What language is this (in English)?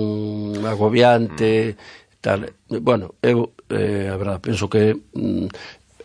Galician